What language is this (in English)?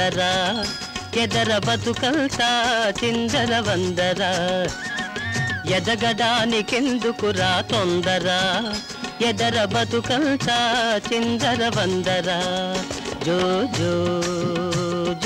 Telugu